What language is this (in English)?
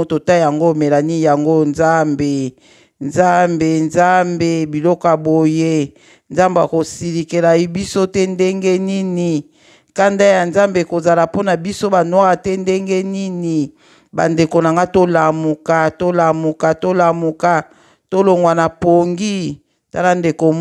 Lingala